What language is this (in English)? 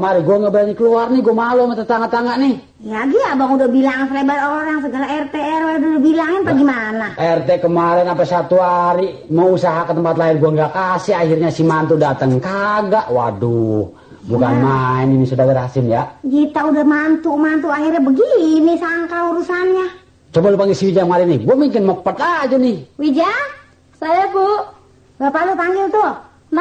Betawi